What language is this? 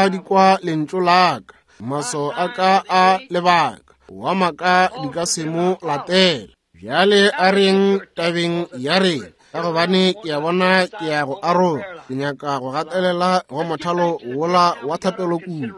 Northern Sotho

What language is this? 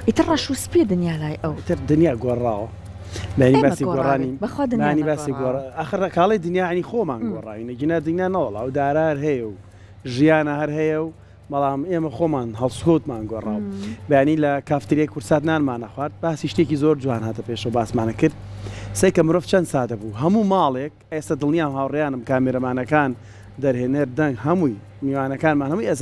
Central Kurdish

